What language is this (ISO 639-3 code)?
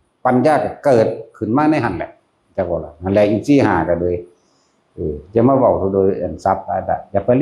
tts